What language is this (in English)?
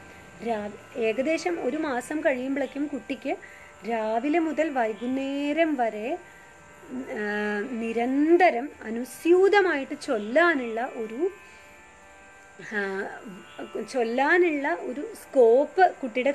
Malayalam